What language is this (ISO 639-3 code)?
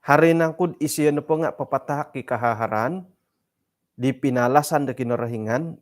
dtp